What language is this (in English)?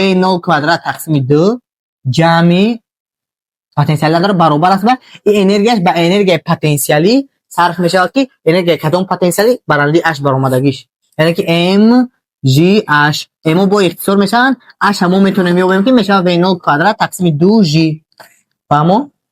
Tajik